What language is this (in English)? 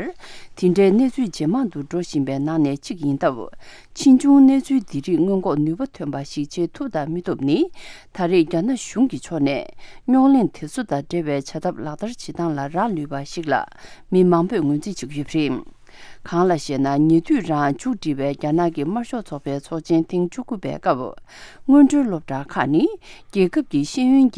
Tibetan